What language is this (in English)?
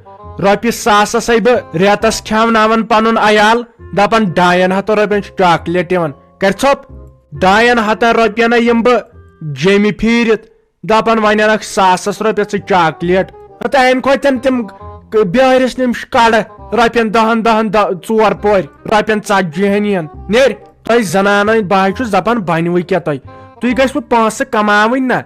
Kashmiri